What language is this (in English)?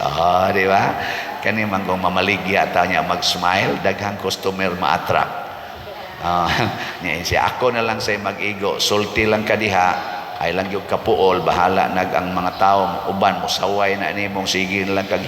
Cebuano